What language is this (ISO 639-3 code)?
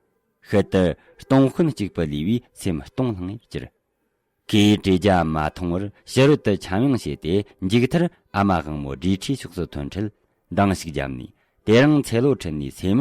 bod